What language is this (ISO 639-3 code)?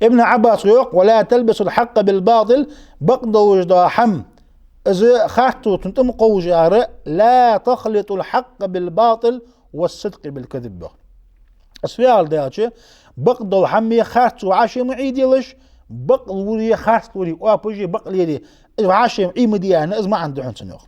inh